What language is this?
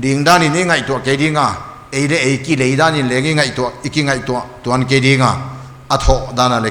Paite Chin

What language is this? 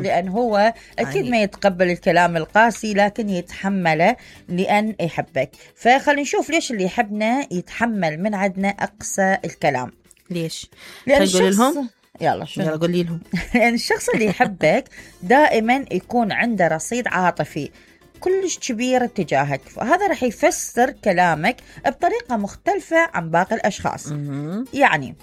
Mesopotamian Arabic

